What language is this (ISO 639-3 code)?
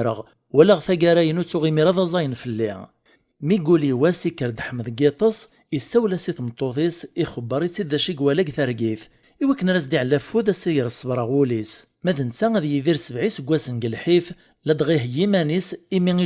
kab